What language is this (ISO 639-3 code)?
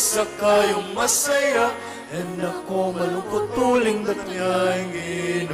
pam